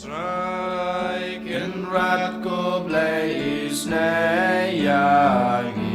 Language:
Khasi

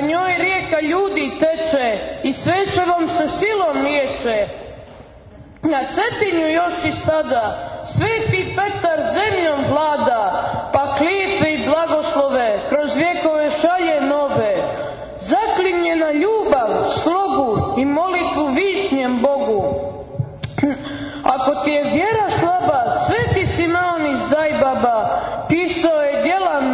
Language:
Serbian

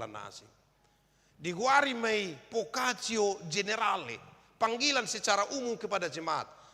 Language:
Batak Toba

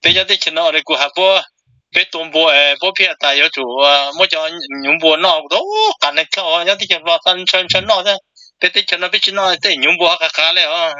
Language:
Hmong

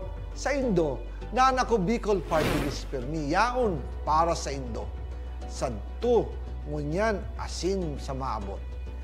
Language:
Bikol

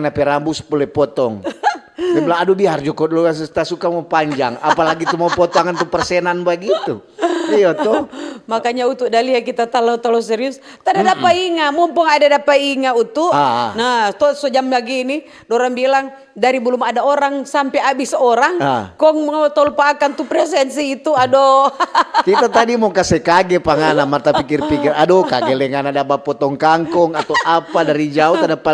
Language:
Manado Malay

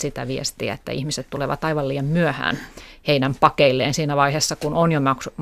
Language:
Finnish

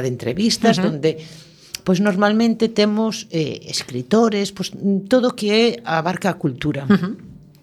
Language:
Galician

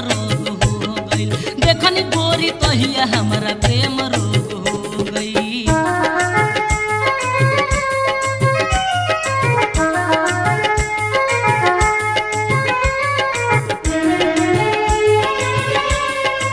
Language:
Bhojpuri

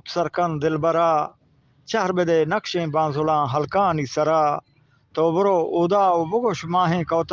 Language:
Eastern Balochi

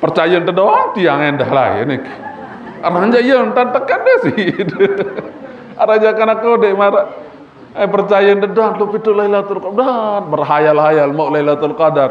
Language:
Sasak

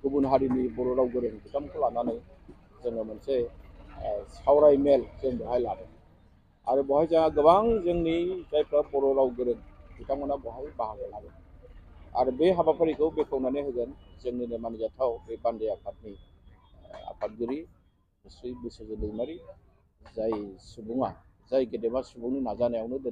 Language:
Bodo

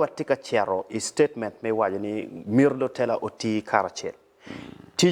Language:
Acoli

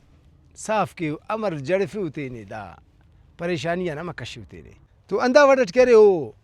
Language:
Brahui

